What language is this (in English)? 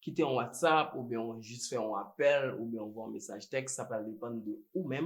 Haitian Creole